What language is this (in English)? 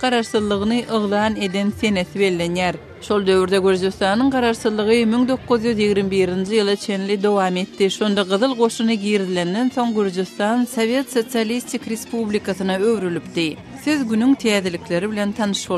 Turkmen